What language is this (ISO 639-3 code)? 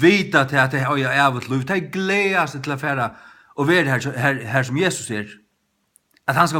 fao